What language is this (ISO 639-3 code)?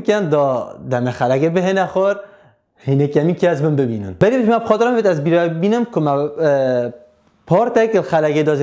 kur